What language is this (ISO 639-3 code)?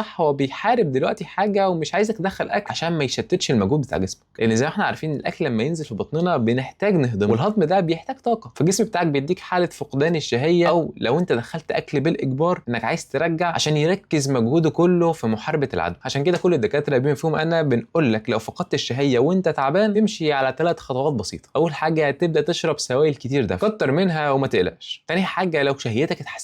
arz